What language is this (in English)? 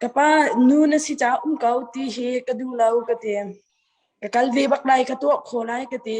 Hakha Chin